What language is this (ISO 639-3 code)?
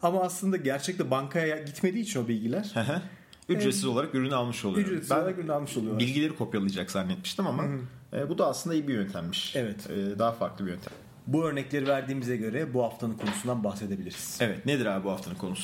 tur